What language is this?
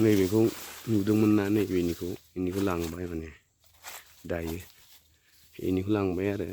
Bodo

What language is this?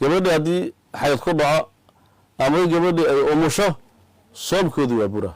Somali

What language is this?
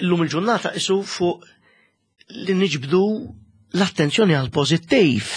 Maltese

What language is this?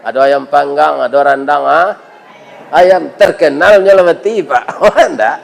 Minangkabau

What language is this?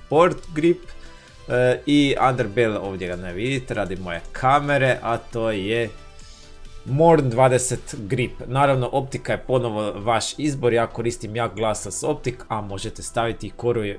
Croatian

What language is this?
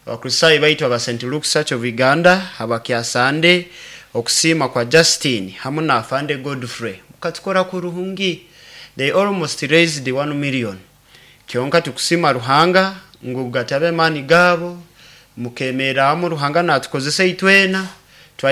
Nyoro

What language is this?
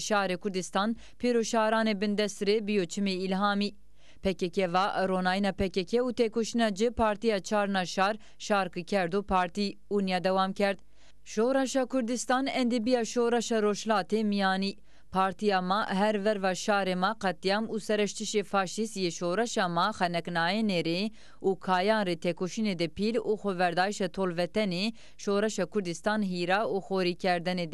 Zaza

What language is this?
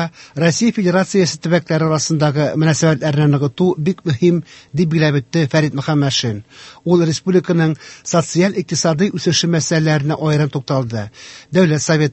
Tatar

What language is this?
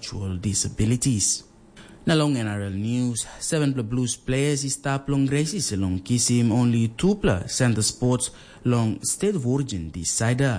Tok Pisin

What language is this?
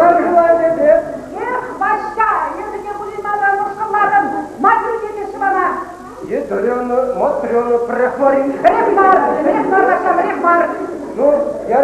Chuvash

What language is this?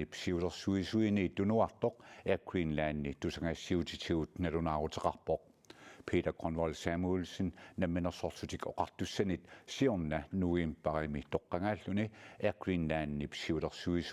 Kalaallisut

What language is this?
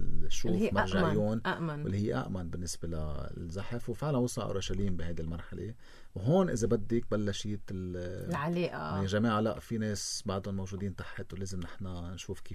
North Levantine Arabic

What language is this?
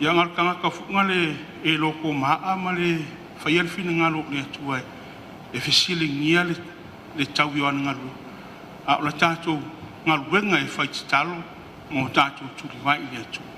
Samoan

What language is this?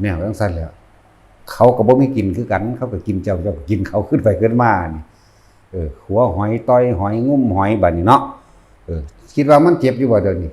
Northeastern Thai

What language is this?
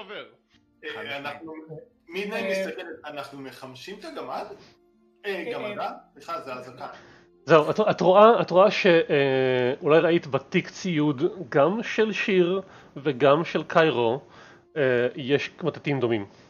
Hebrew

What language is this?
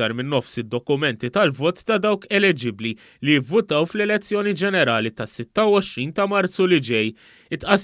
Maltese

